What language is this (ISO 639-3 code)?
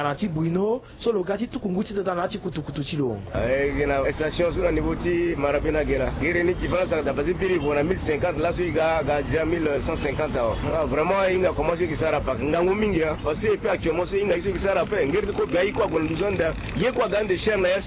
sag